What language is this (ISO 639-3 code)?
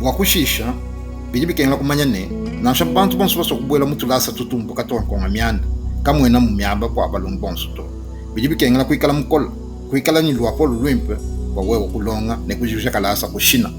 lua